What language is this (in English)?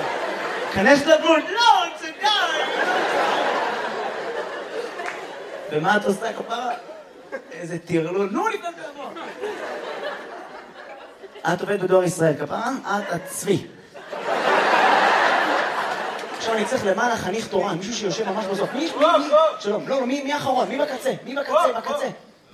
Hebrew